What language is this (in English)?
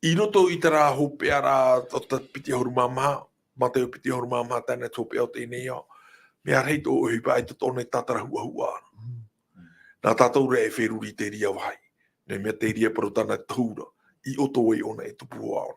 Tahitian